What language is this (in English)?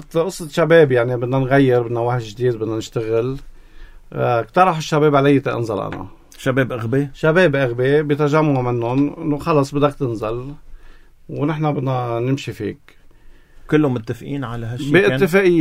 North Levantine Arabic